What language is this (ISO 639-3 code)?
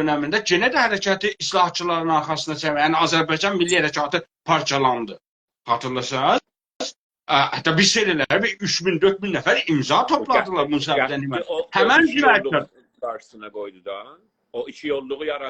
azb